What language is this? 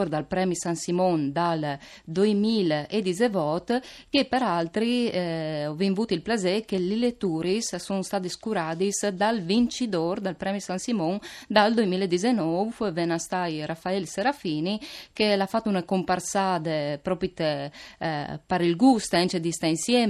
Friulian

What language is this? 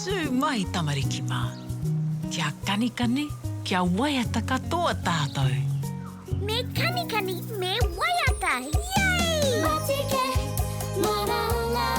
Māori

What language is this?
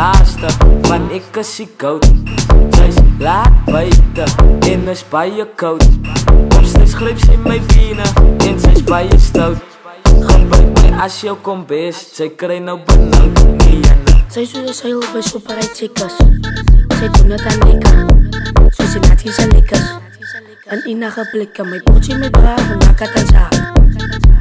Afrikaans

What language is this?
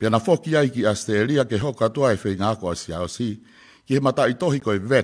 Tongan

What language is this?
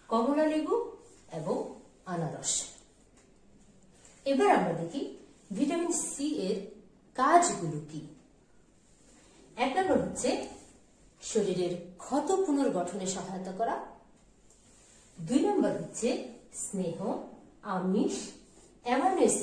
Bangla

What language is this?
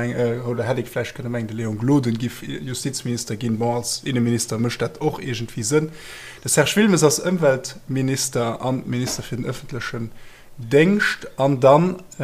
Luxembourgish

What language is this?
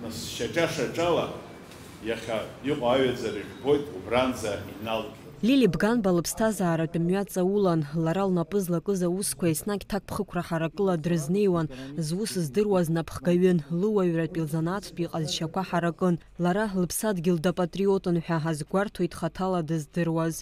Abkhazian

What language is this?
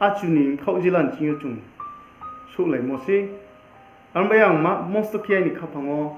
Riang (India)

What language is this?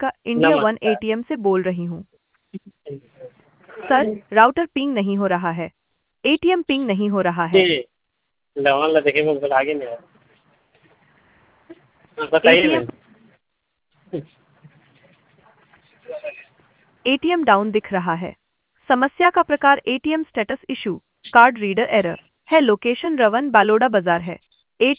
Hindi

